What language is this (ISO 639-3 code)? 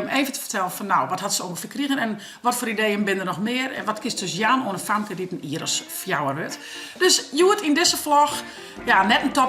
fry